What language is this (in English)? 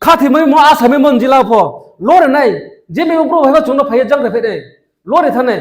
Riang (India)